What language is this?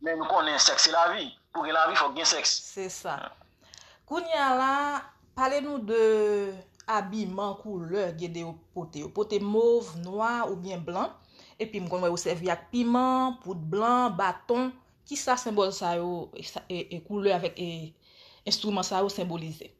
Haitian Creole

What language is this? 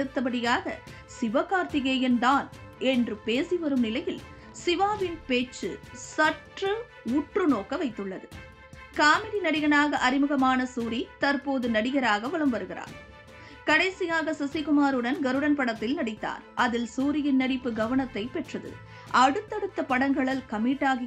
Tamil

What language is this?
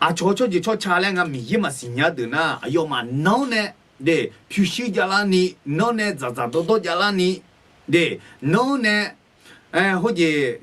Akha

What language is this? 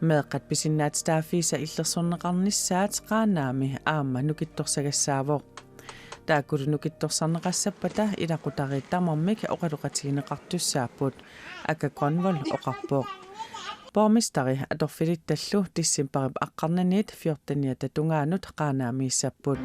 Kalaallisut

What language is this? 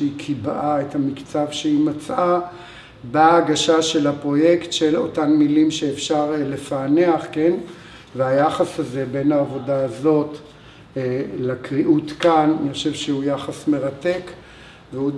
Hebrew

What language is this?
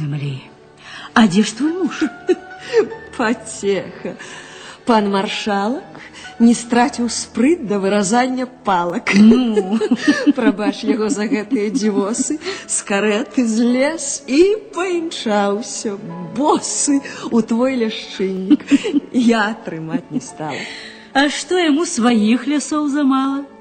Belarusian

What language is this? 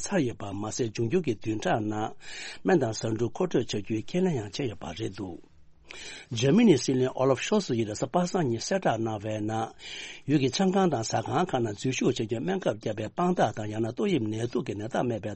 Tibetan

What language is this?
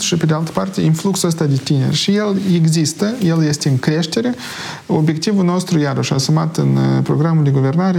Romanian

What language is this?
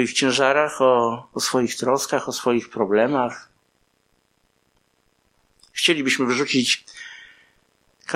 Polish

